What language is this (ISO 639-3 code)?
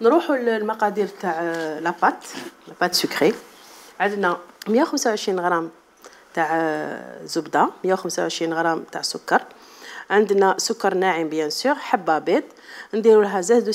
arq